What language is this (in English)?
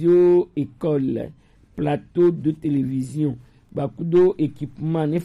Gen